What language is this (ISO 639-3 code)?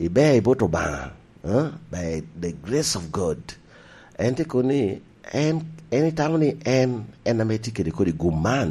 laj